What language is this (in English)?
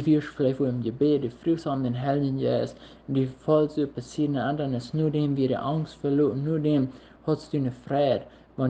Plautdietsch